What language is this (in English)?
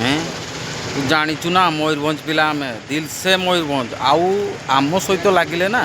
Odia